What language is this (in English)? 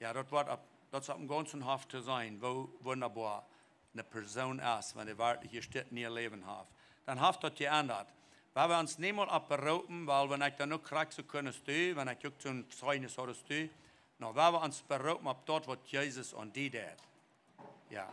Plautdietsch